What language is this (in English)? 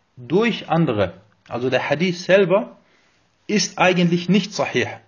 German